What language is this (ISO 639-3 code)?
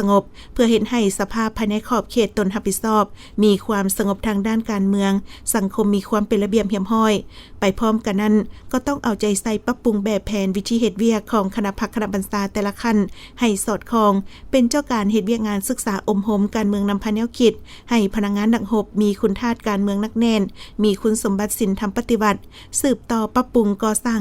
lao